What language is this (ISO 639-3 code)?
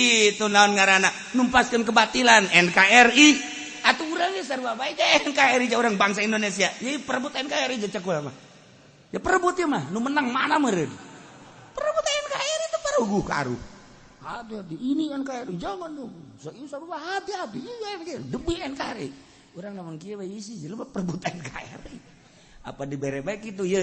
sun